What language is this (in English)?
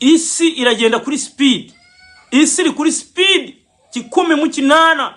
Kinyarwanda